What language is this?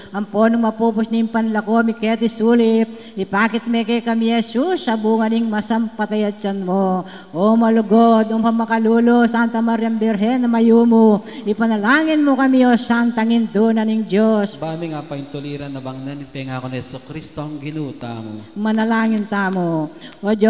Pampanga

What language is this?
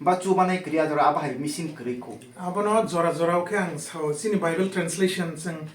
Kok Borok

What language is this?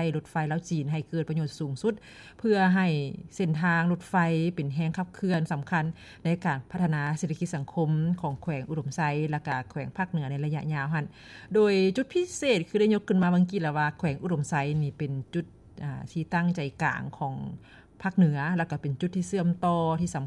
Lao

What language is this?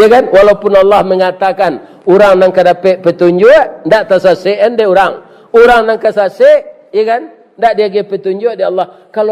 Minangkabau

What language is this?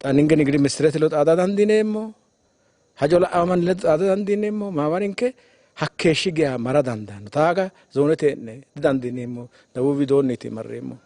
Sidamo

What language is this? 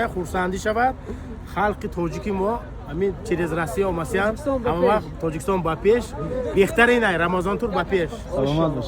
Tajik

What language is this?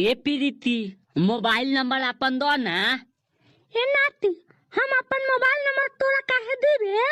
Magahi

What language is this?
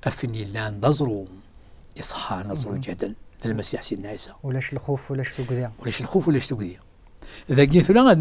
Kabyle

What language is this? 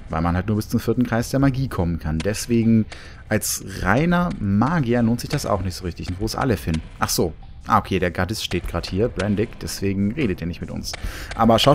German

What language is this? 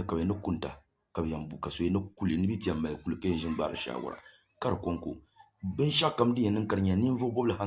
Dagbani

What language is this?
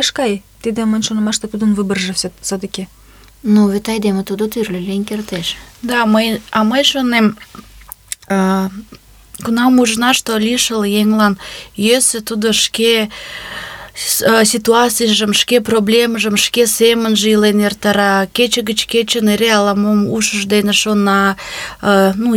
Mari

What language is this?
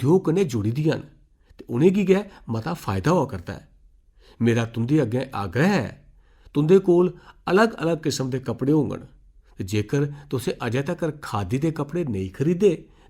Dogri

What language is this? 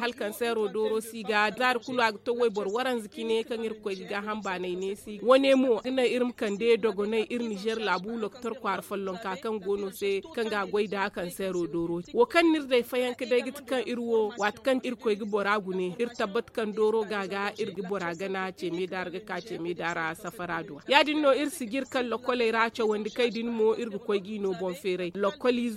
Zarma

